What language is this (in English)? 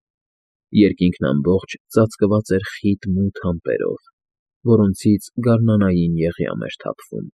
Armenian